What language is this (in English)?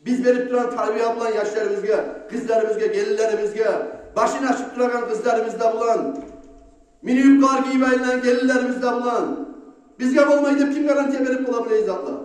Kumyk